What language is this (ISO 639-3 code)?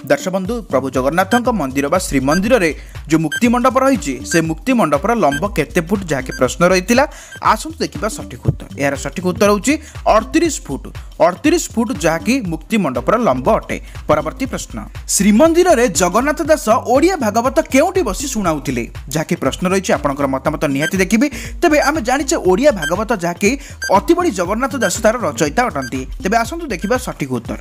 ori